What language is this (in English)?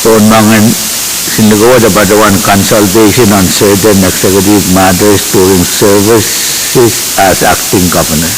Pohnpeian